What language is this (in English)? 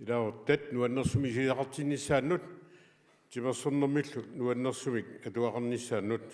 Kalaallisut